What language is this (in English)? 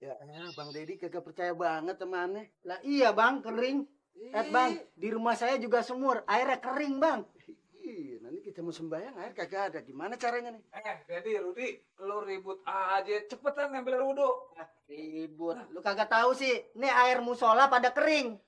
Betawi